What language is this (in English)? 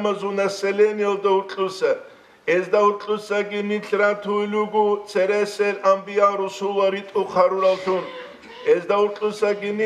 Avaric